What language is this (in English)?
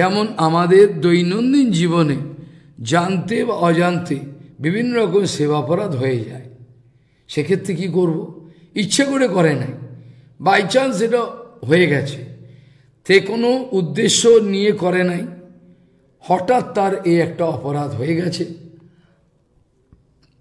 Bangla